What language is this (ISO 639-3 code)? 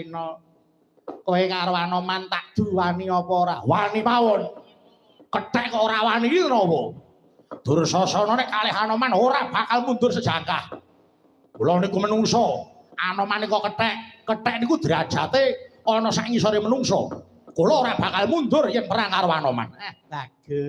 jav